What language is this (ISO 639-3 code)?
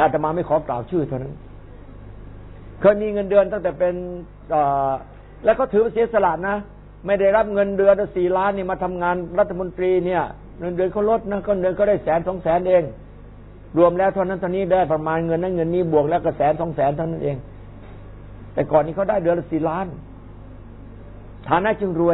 tha